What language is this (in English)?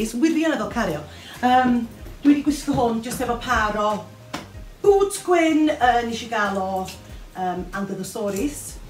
Welsh